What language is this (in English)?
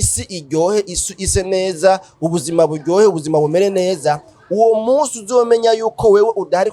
Rundi